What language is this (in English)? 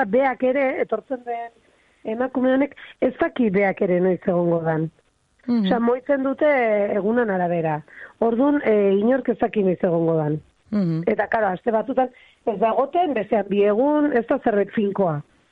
Basque